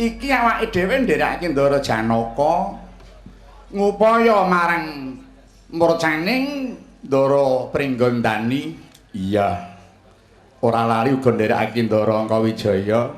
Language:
Javanese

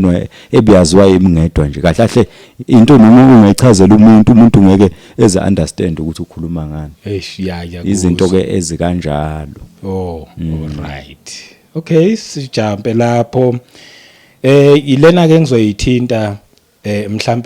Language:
Zulu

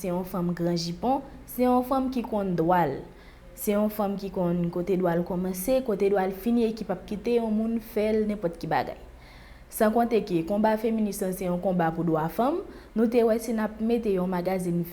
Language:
Haitian Creole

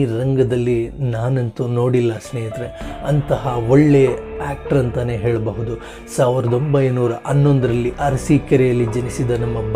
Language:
Kannada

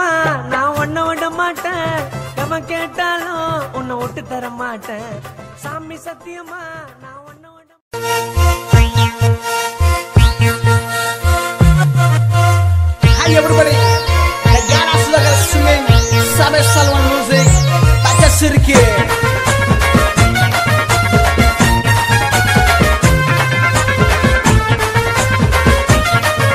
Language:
Tamil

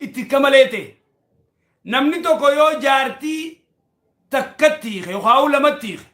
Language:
Oromo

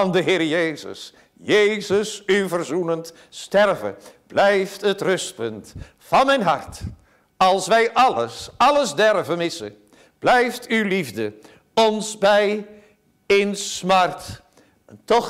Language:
Dutch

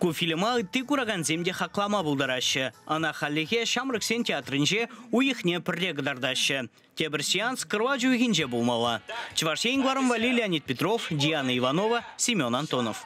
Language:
Chuvash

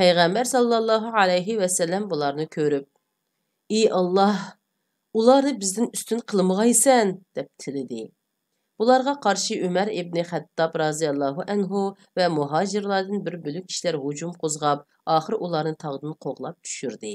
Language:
Uyghur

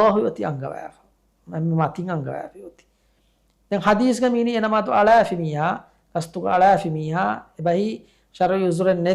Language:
Divehi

